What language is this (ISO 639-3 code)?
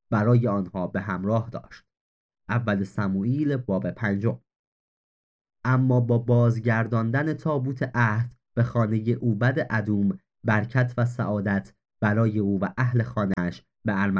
fas